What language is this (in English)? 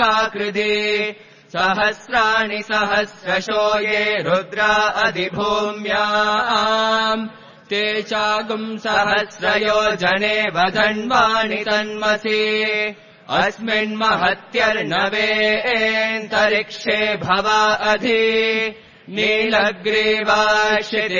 Sanskrit